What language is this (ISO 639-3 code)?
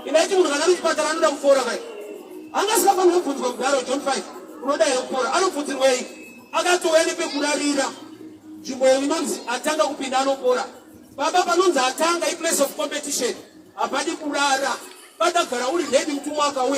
sna